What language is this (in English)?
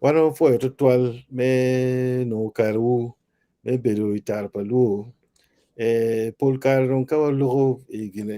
Acoli